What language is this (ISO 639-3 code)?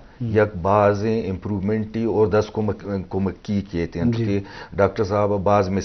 bal